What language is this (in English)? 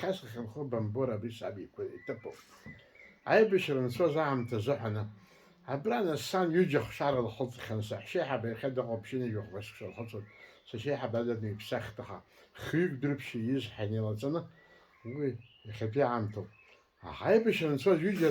Abkhazian